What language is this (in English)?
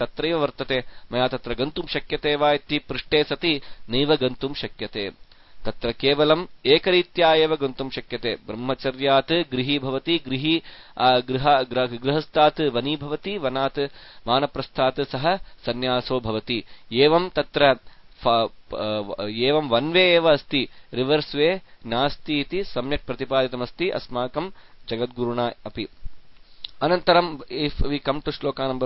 Sanskrit